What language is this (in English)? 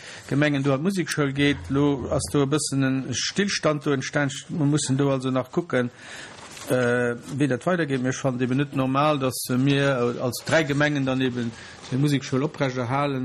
Luxembourgish